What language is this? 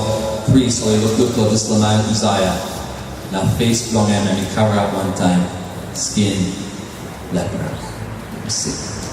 Tok Pisin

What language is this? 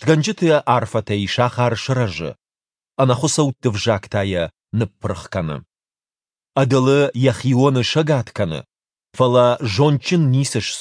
Ossetic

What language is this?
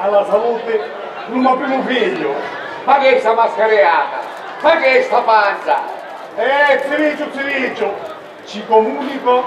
Sicilian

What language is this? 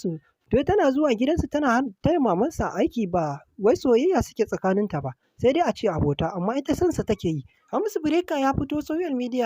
Hausa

